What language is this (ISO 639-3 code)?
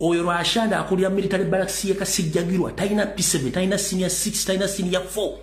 lug